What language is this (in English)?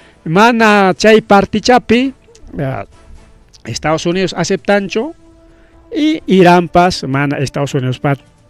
Ayacucho Quechua